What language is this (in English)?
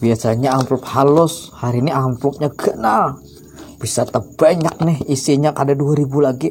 Banjar